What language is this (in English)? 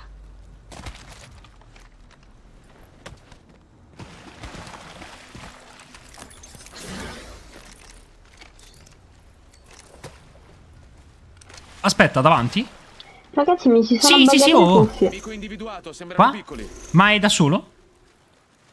Italian